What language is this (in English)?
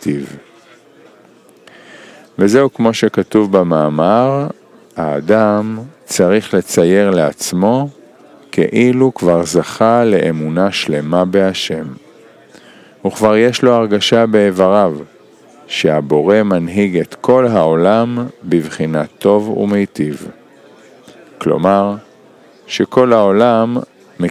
Hebrew